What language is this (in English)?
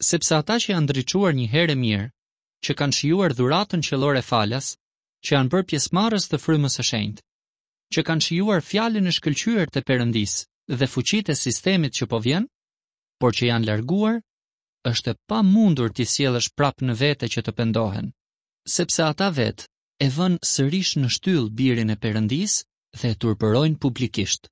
Albanian